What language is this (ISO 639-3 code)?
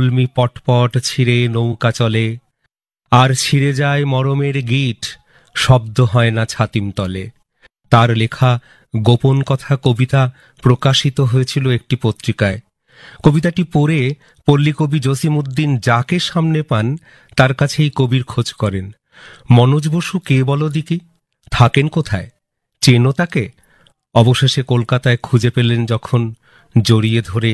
ben